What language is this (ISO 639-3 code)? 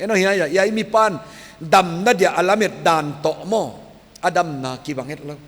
pck